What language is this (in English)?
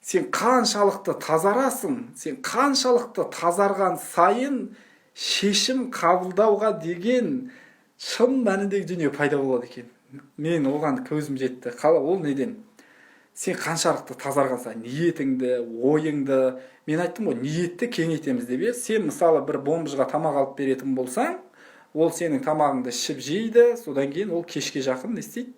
Kazakh